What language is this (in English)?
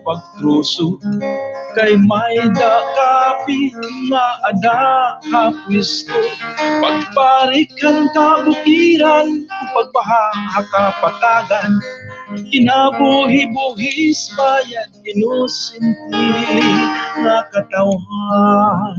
Waray